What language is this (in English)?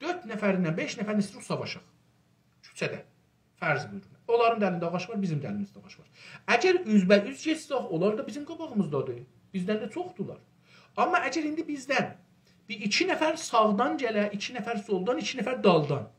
South Azerbaijani